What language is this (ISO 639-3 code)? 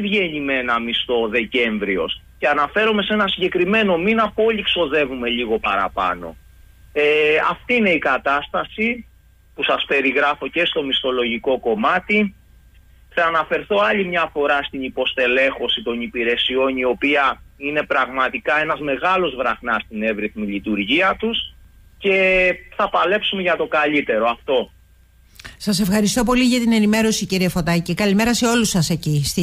ell